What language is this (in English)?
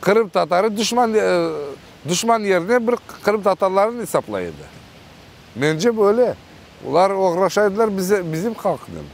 Crimean Tatar